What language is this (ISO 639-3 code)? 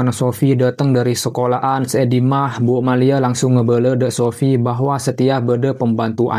mad